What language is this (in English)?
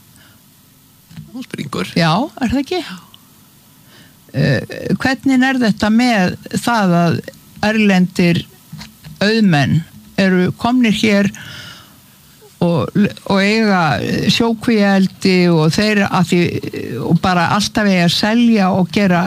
Icelandic